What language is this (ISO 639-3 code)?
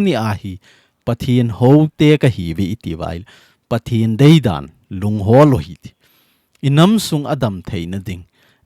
tcz